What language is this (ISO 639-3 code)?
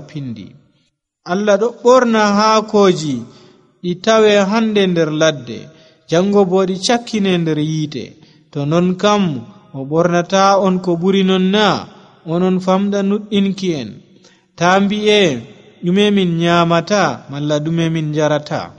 fuv